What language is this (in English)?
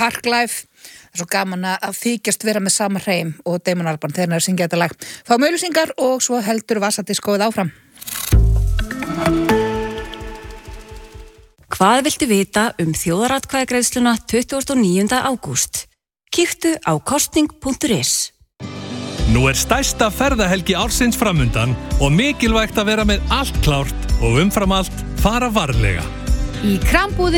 Icelandic